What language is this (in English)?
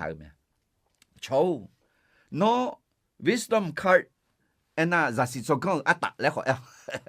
Akha